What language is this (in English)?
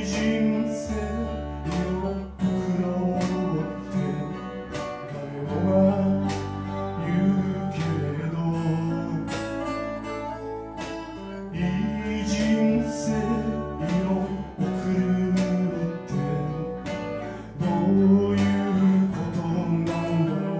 Japanese